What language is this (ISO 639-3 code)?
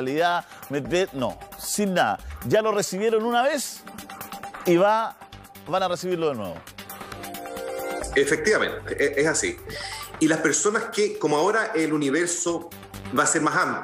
spa